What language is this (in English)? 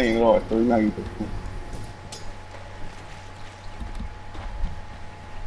Hungarian